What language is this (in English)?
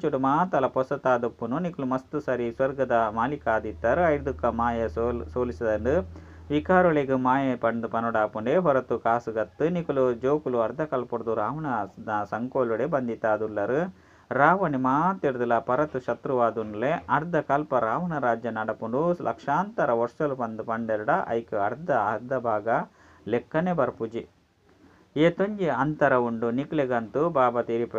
Tulu